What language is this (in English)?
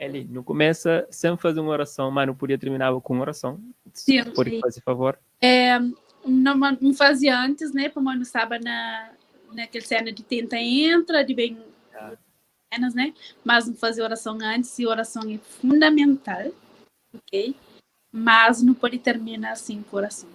Kabuverdianu